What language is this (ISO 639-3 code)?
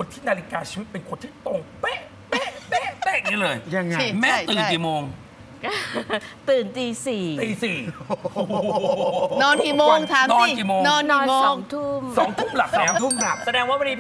tha